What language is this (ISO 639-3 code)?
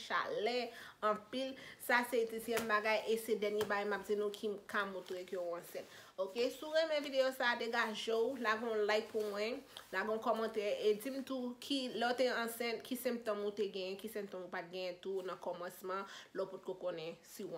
hat